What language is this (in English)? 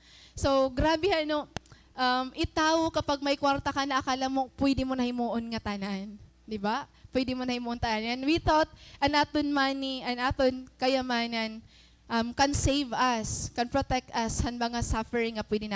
Waray